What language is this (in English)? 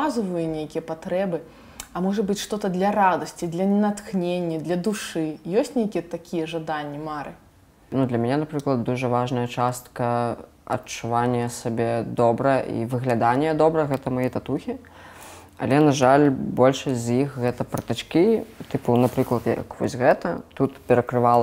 Belarusian